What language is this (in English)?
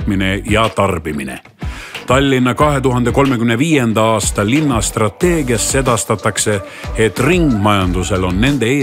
Estonian